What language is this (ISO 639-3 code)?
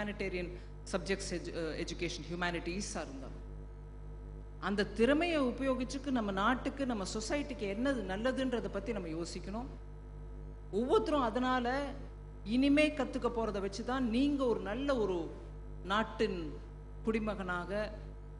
tam